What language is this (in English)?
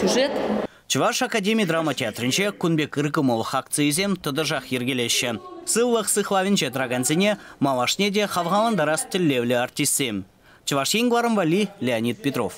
Chuvash